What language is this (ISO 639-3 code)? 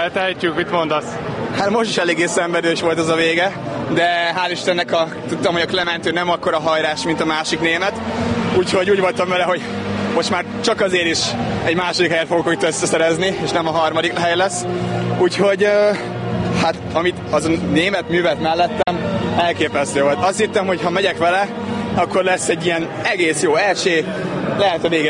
hun